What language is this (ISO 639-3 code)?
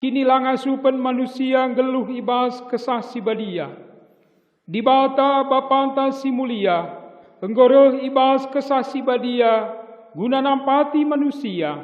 btx